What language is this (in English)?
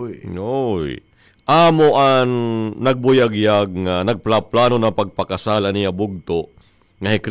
Waray